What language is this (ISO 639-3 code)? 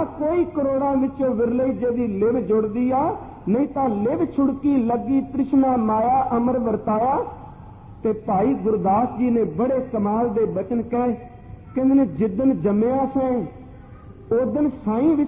pan